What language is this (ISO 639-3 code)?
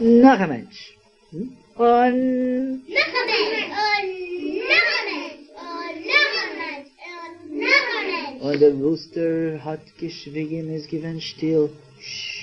yid